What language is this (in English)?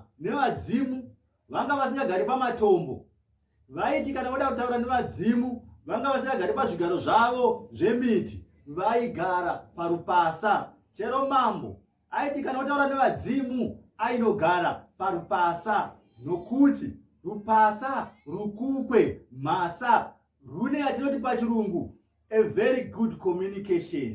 Shona